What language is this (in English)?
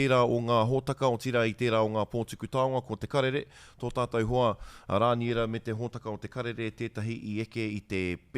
Māori